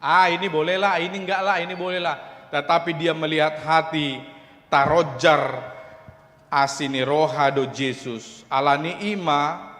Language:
Batak Toba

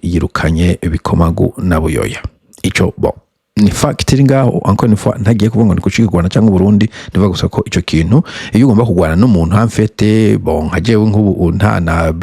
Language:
Rundi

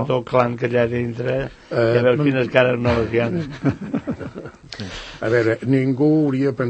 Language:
Catalan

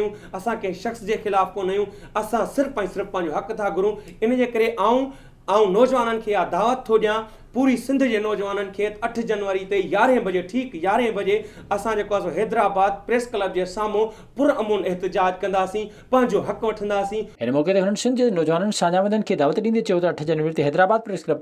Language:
Sindhi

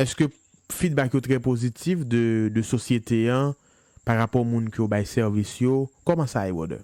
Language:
Haitian Creole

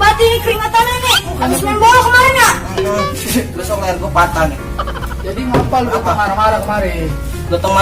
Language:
Betawi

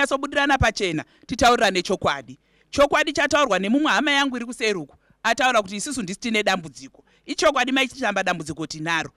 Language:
Shona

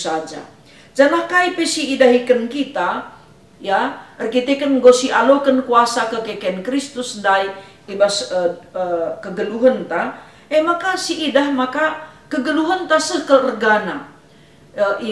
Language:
Batak Karo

